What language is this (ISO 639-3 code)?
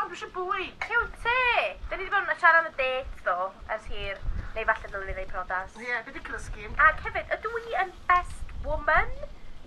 cym